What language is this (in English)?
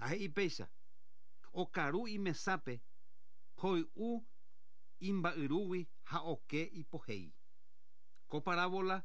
Guarani